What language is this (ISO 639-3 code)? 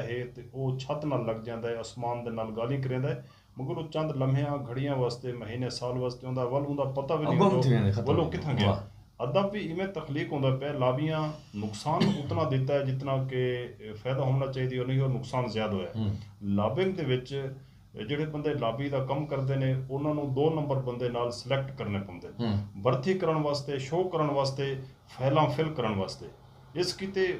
skr